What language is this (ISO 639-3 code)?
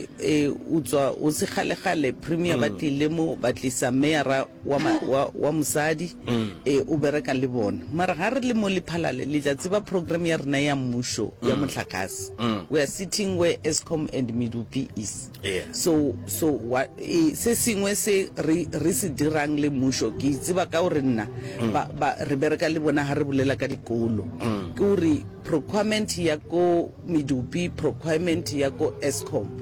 nso